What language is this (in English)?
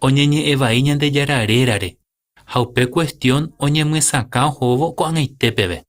Guarani